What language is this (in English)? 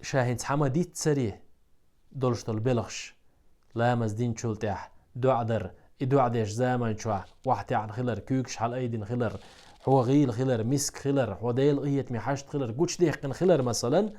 Chechen